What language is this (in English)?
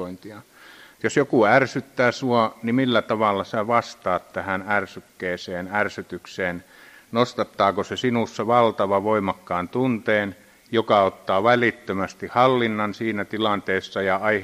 Finnish